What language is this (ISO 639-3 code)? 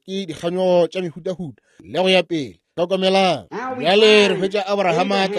nso